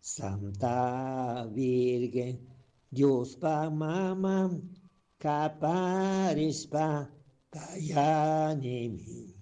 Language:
Chimborazo Highland Quichua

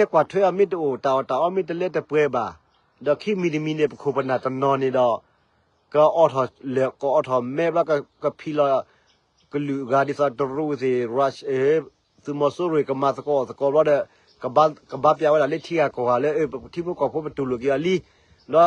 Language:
S'gaw Karen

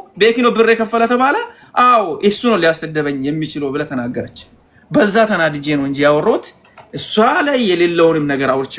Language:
Amharic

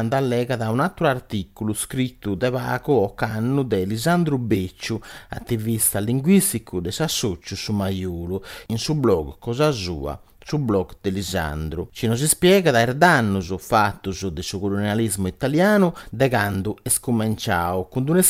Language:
Sardinian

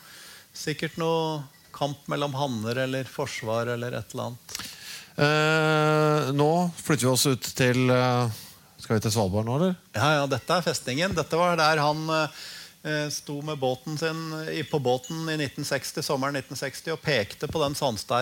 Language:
Norwegian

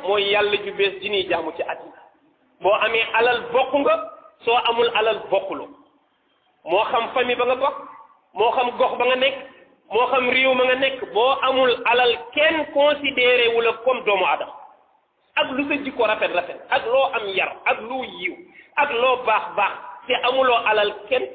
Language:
Wolof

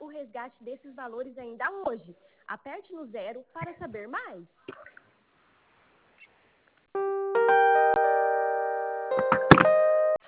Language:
Portuguese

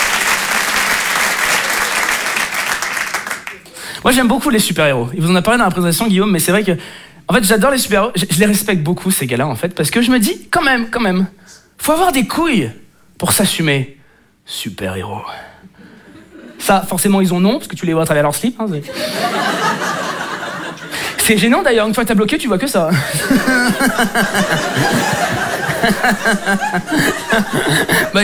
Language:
French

